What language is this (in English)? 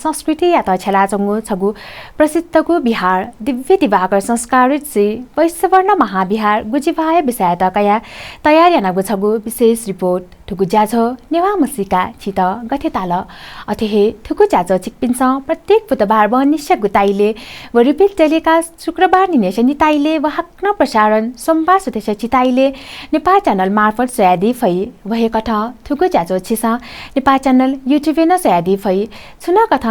Newari